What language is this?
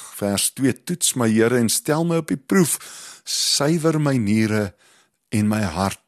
Afrikaans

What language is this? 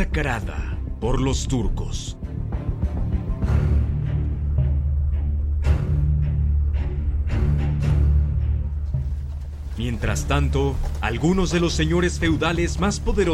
Spanish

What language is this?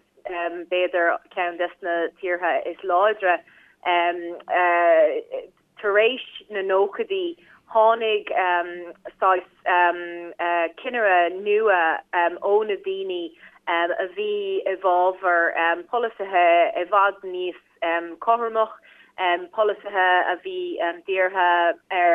Irish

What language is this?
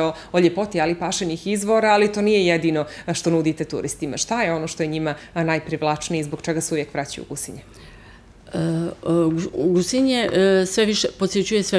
Serbian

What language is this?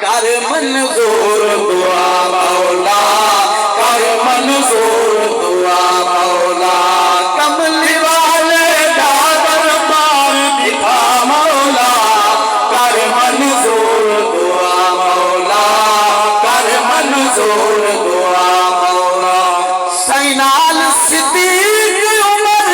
Saraiki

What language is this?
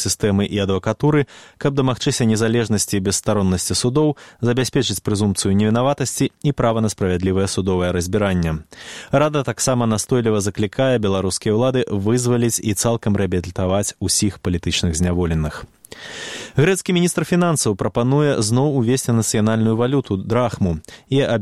Belarusian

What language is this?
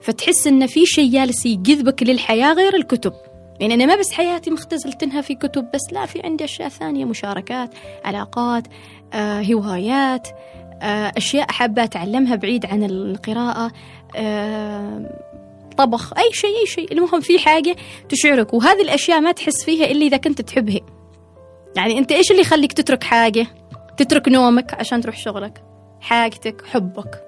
Gulf Arabic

